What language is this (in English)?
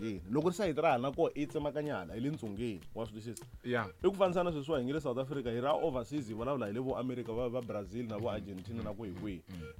Tsonga